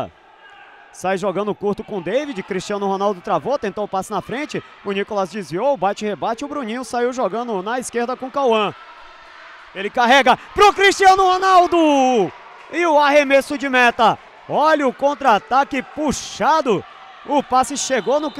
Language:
Portuguese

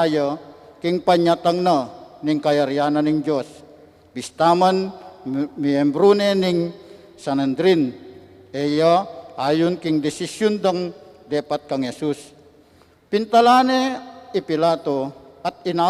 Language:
Pampanga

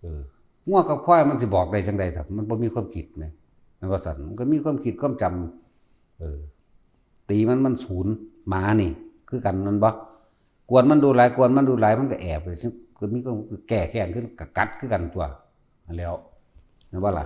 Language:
Northeastern Thai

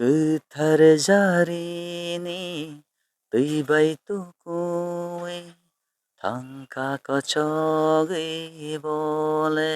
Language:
Kok Borok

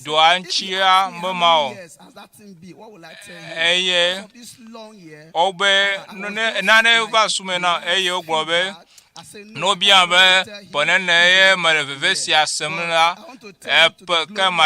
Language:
Ewe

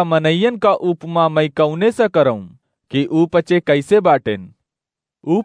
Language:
Awadhi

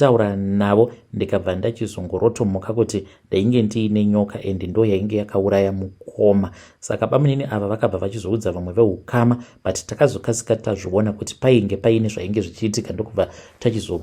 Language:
Shona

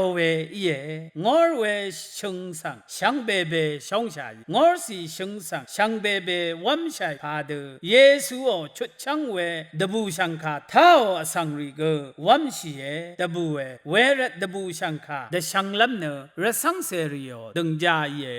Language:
Rawang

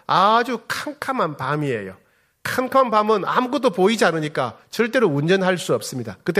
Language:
Korean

